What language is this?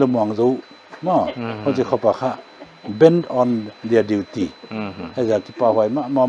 Paite Chin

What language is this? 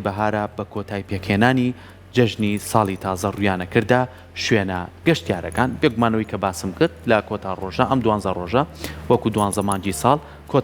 Central Kurdish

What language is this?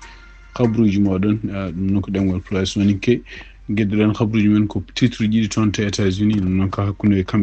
Fula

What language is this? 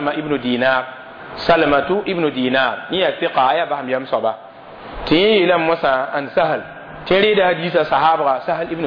Mossi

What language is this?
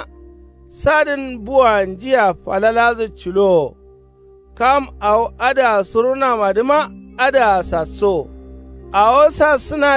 Kanuri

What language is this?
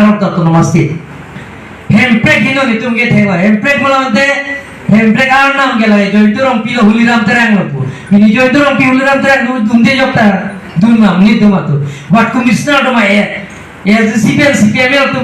Karbi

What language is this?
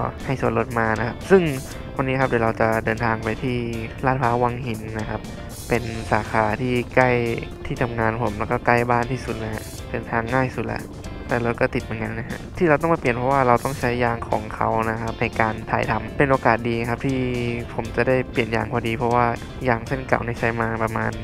Thai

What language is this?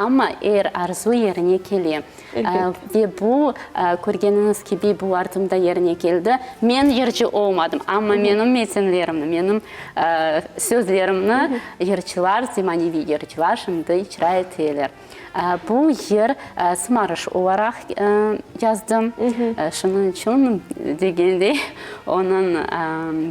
Crimean Tatar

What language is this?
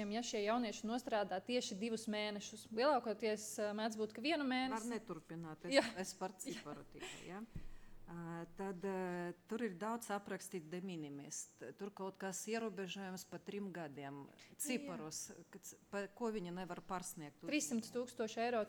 Latvian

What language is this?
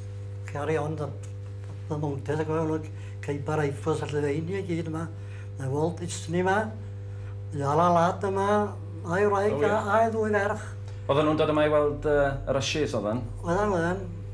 Welsh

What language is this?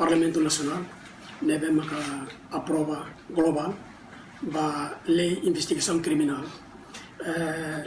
Tetum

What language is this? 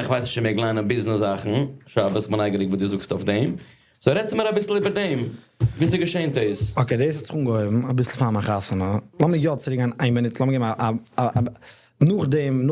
Yiddish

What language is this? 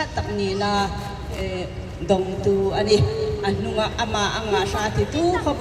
Hmar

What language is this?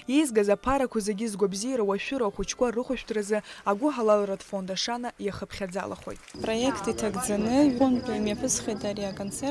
Abkhazian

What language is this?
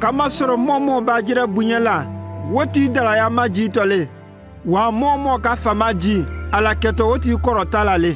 Konyanka Maninka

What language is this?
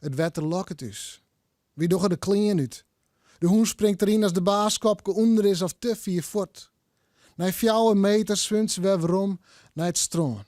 Western Frisian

